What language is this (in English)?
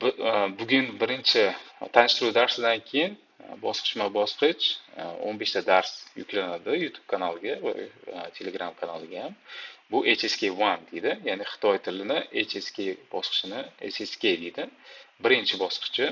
Uzbek